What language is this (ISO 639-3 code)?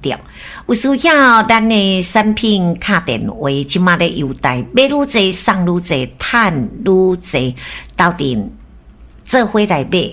nan